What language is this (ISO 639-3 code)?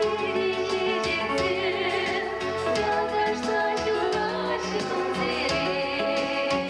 chv